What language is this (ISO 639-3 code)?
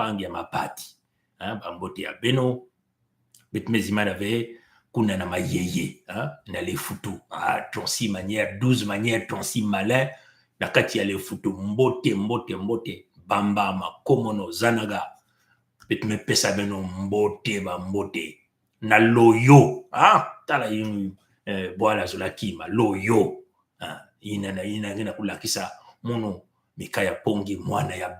mkw